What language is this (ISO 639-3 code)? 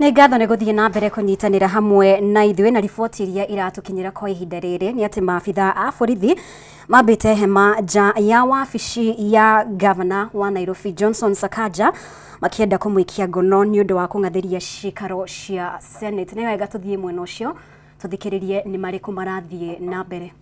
kik